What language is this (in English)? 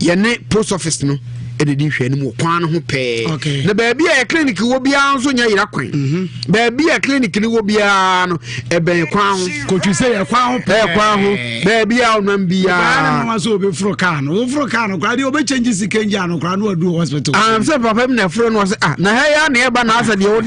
Akan